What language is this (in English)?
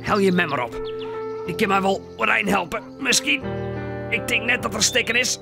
Western Frisian